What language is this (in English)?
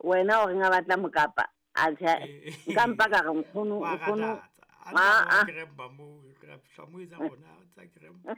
Southern Sotho